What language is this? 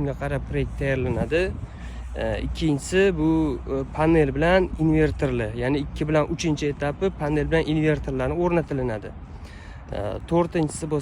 Uzbek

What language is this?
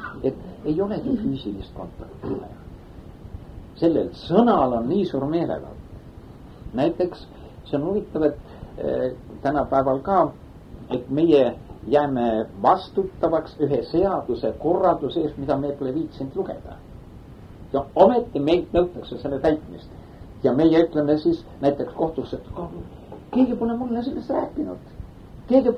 Estonian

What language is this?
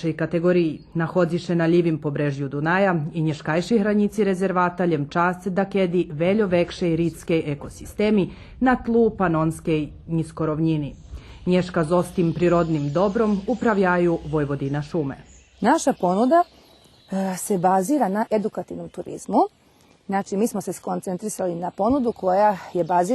Rusyn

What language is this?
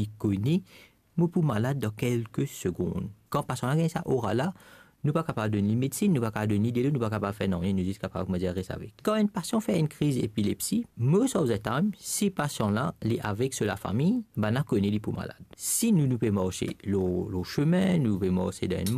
Morisyen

